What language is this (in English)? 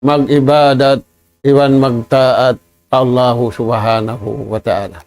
Tausug